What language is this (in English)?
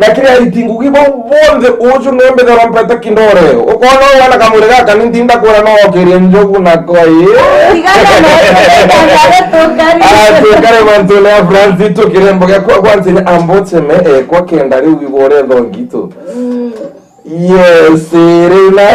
Meru